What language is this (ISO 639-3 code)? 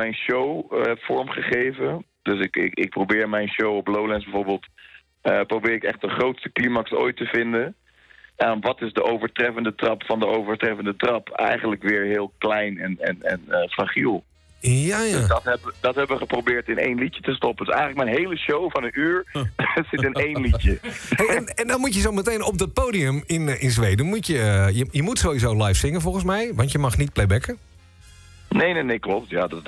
nld